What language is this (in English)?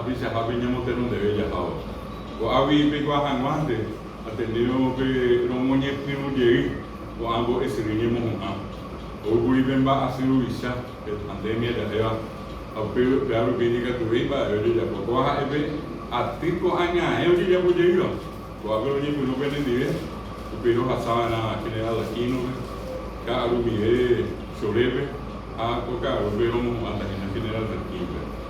Guarani